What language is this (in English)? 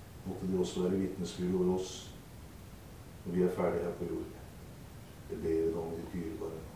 Norwegian